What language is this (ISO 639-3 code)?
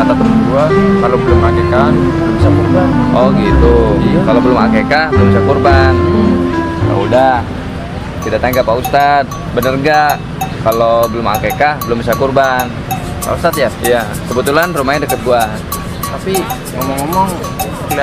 bew